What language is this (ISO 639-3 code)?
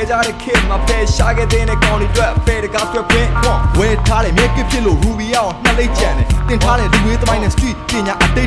mya